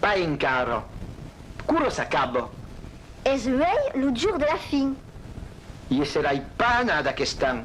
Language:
Occitan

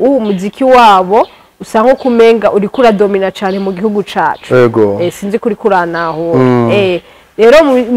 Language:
Rundi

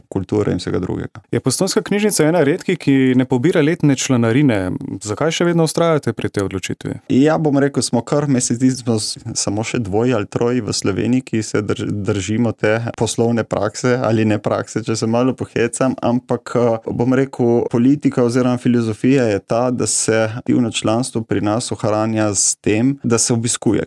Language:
Slovenian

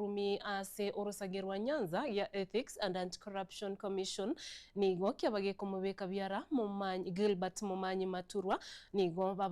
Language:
Gusii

